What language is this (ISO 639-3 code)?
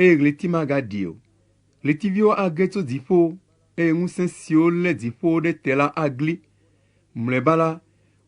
ewe